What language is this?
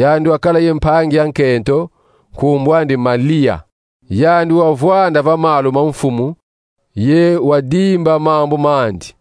Kongo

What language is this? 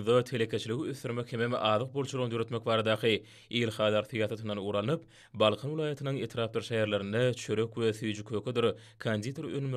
Turkmen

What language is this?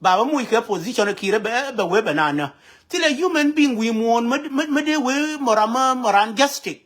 Nuer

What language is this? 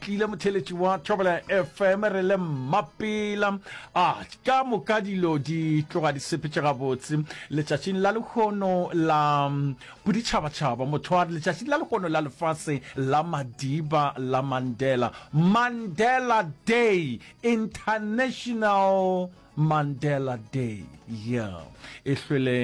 Northern Sotho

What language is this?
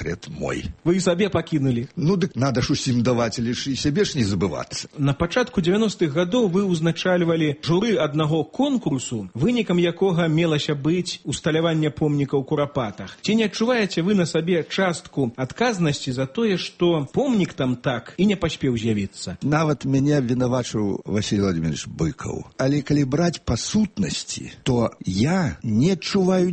Belarusian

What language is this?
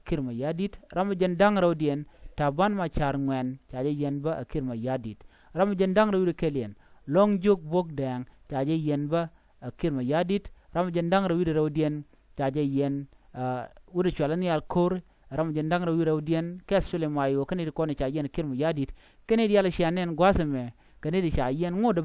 Nuer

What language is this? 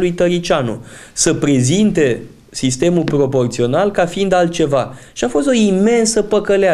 Romanian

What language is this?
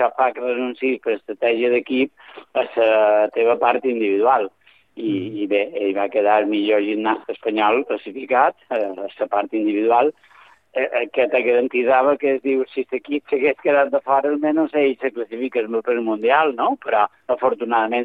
Catalan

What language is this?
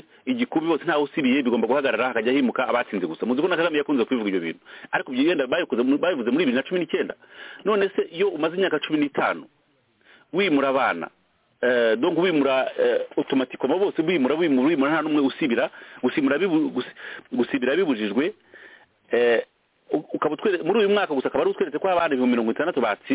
Kinyarwanda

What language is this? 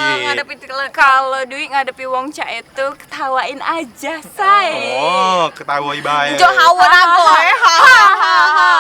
Musi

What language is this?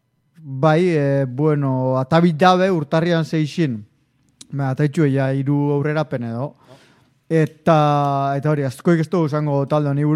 Basque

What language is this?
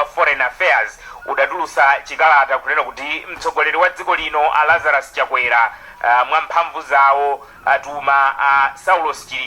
Nyanja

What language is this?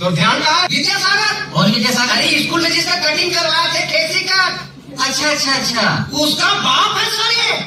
Chhattisgarhi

